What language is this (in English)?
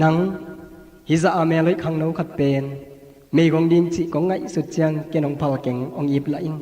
Tedim Chin